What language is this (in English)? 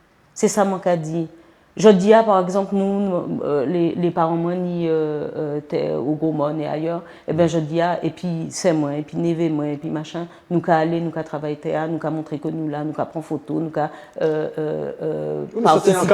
Guadeloupean Creole French